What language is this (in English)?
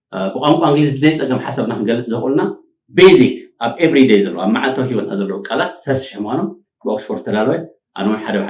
Tigrinya